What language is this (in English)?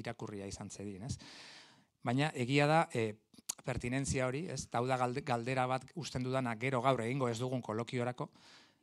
Basque